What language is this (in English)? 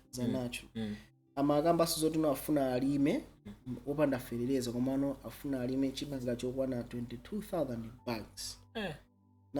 Nyanja